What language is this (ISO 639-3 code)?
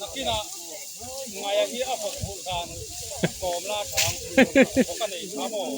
lus